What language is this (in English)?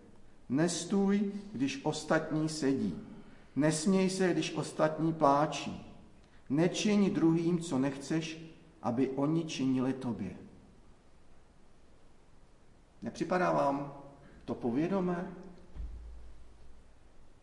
Czech